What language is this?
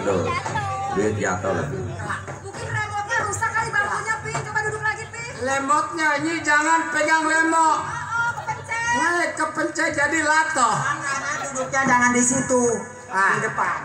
Betawi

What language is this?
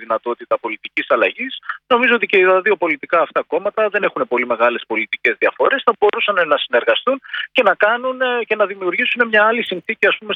Greek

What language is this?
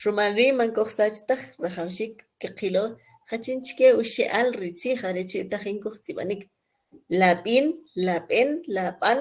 Kʼicheʼ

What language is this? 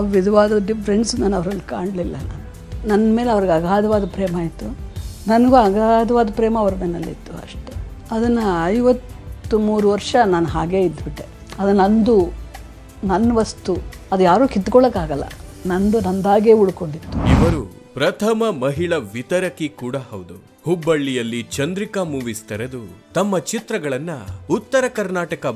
Kannada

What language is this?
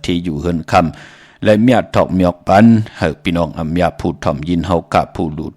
Shan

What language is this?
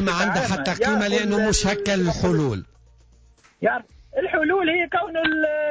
Tunisian Arabic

